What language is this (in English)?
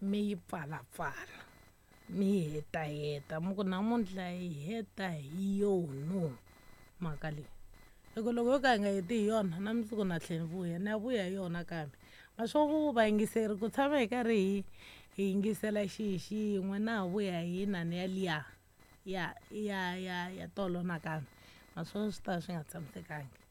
Tsonga